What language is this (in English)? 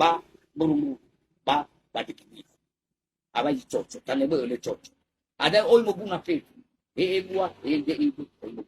Nias